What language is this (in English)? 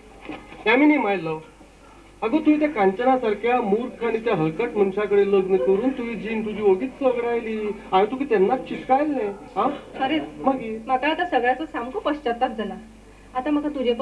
Konkani